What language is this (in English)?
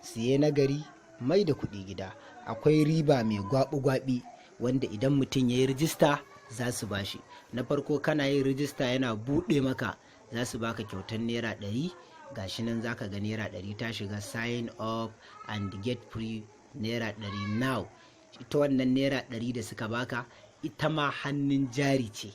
Hausa